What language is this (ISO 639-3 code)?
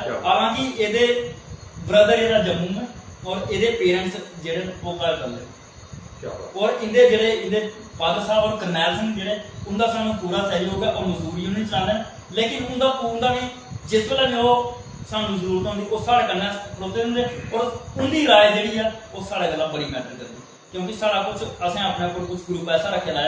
doi